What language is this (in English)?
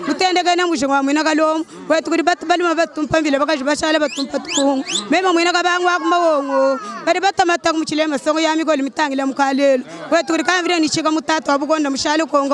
Luba-Lulua